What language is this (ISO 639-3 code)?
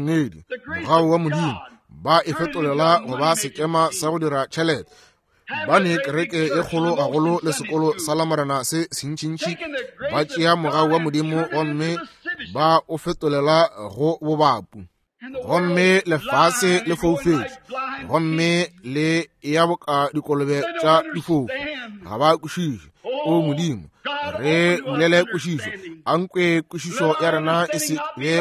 nso